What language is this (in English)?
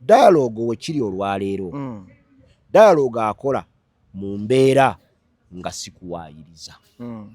Ganda